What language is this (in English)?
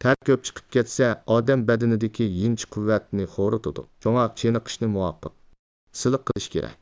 Uyghur